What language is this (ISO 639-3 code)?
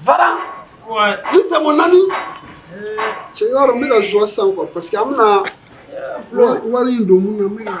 bam